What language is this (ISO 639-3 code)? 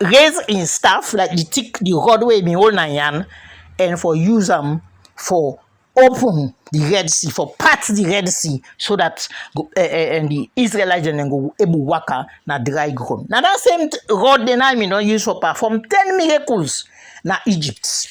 kri